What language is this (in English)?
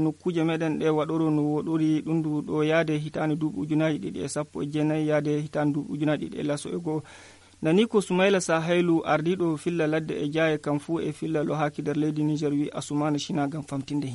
Nigerian Fulfulde